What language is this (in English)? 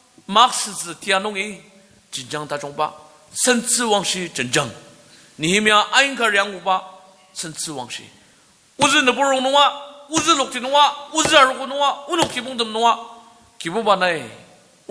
Ao Naga